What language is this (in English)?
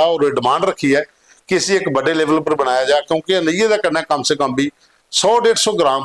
Dogri